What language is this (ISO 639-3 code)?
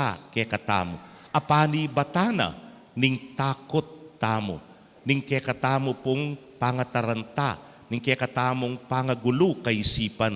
pam